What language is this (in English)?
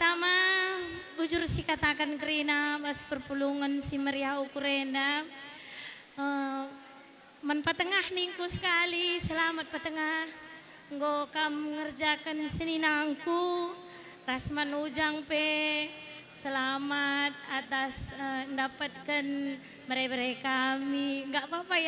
Batak Karo